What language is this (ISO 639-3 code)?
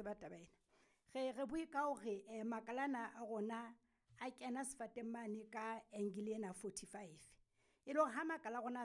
sot